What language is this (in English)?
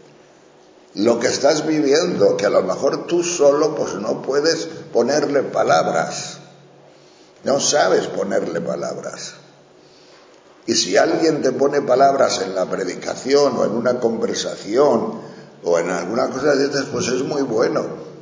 Spanish